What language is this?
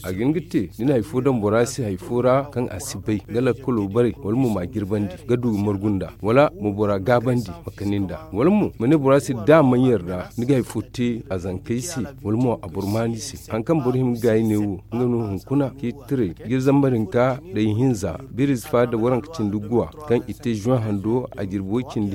Zarma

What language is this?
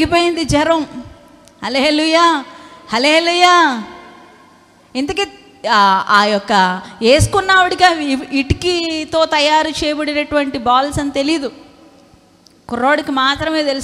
Telugu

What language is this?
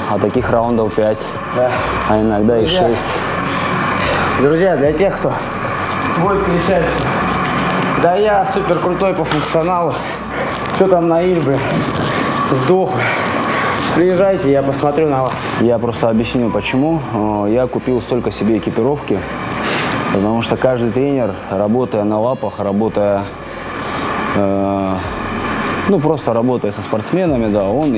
Russian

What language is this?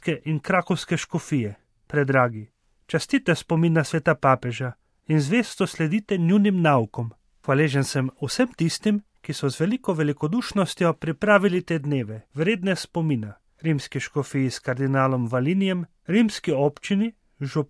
Slovenian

